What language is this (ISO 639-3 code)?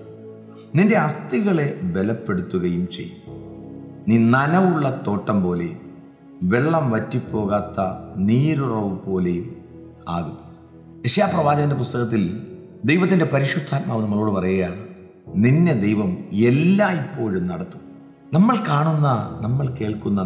mal